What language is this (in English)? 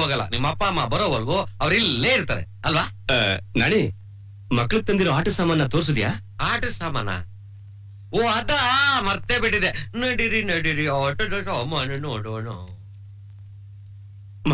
Kannada